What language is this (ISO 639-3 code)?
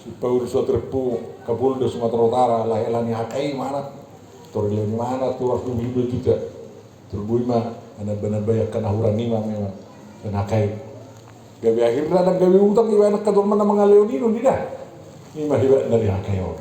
bbc